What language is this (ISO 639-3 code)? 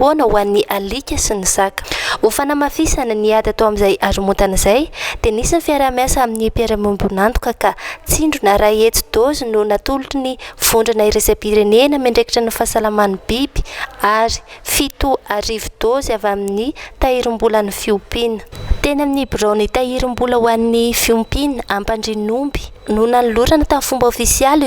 mlg